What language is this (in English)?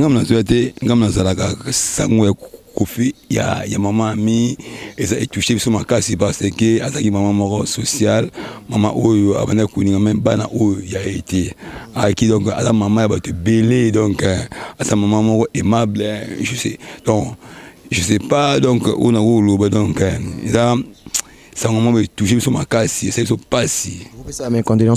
Lingala